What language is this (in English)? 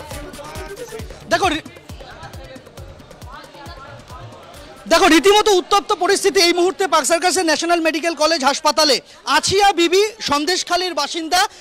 Bangla